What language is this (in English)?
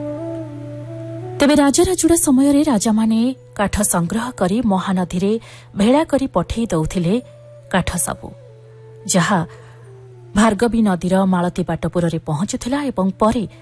Odia